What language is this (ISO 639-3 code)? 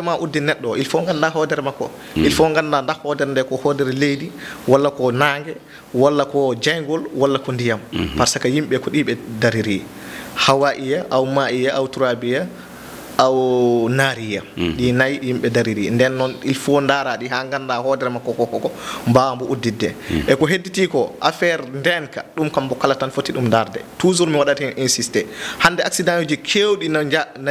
ful